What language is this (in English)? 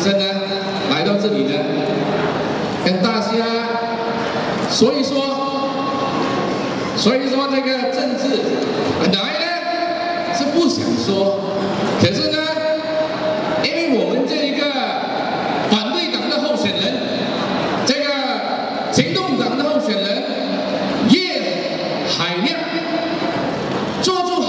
Chinese